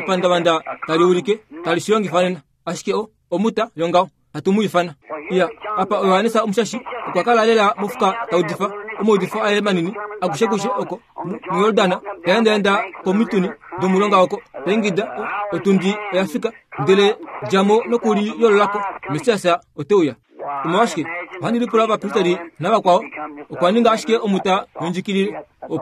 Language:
Kuanyama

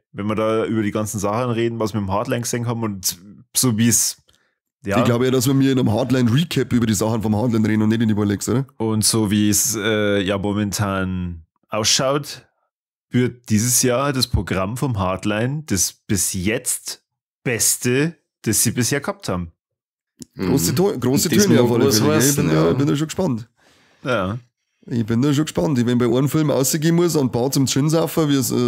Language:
Bavarian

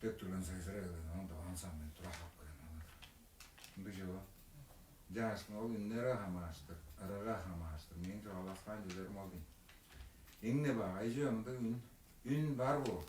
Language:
Tuvinian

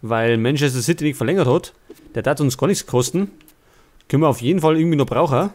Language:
Bavarian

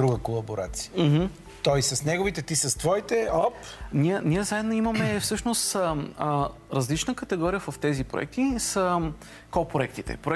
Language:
Bulgarian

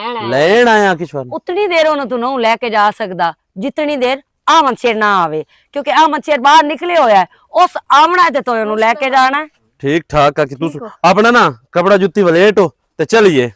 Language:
Western Panjabi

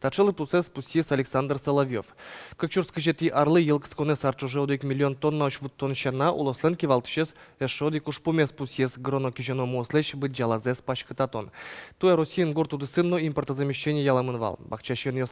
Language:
Udmurt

